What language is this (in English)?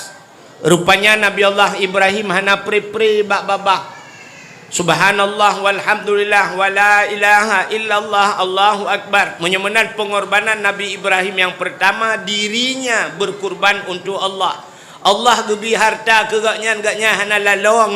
Achinese